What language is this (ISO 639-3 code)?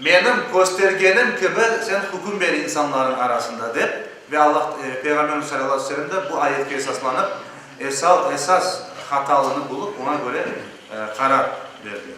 crh